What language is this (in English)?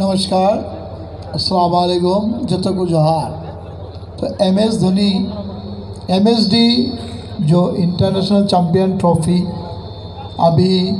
Santali